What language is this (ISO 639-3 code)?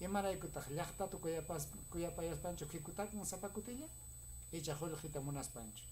quy